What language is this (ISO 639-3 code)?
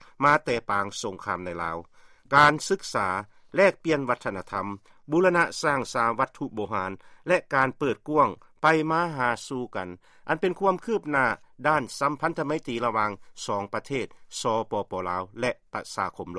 lao